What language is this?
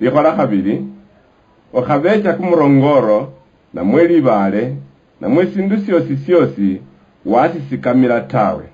Luyia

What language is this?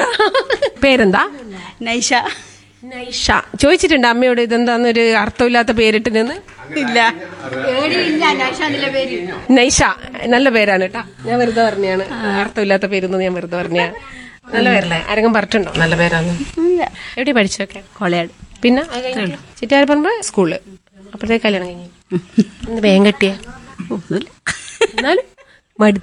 Malayalam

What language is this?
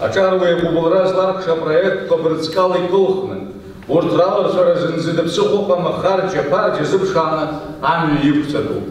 Abkhazian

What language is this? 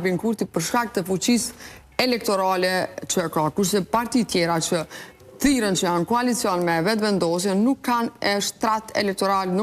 Albanian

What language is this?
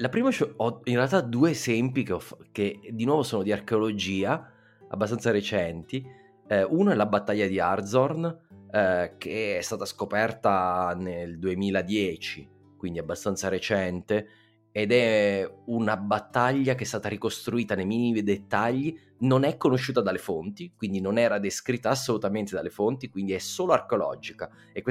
Italian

